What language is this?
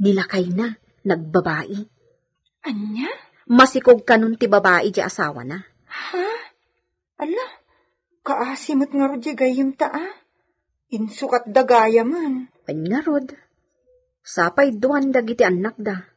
Iloko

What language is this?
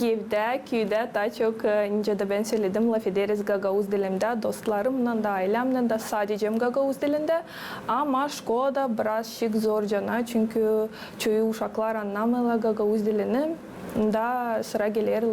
Gagauz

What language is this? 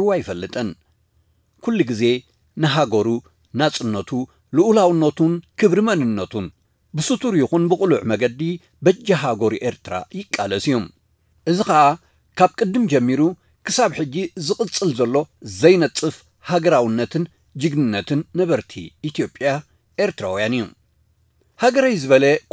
Tigrinya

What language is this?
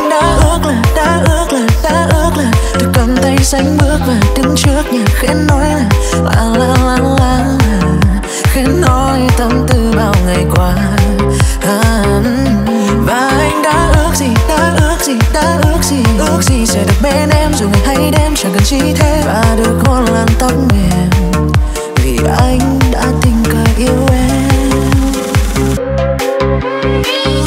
Vietnamese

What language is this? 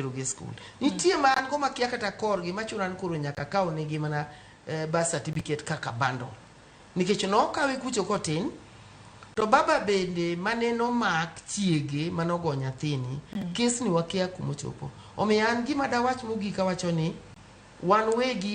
Luo (Kenya and Tanzania)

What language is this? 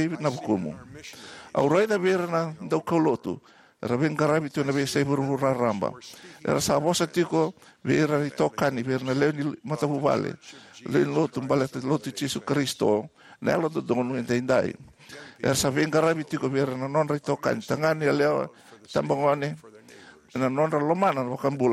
Fijian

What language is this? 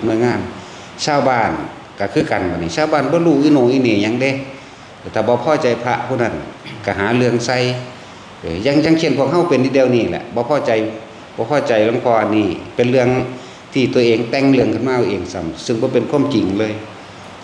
Northeastern Thai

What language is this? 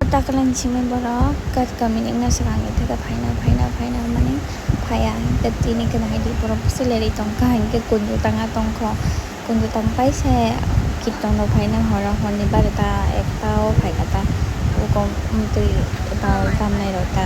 Kok Borok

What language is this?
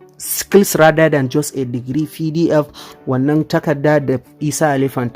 Hausa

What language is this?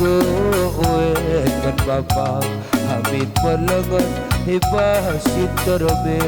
Batak Karo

